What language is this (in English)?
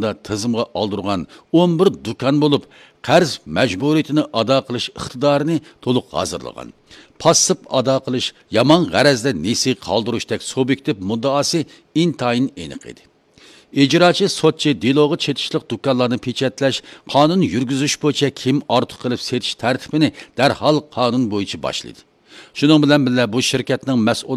Uyghur